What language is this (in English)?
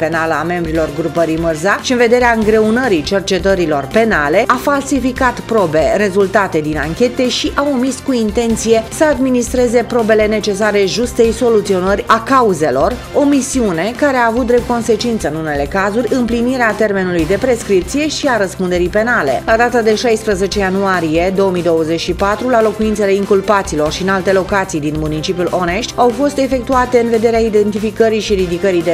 Romanian